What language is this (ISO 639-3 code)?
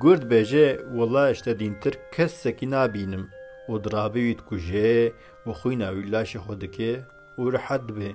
kur